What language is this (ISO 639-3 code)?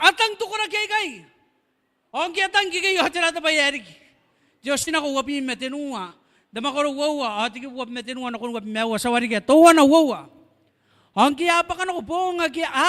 gil